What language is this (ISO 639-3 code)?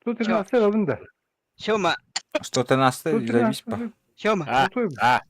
sah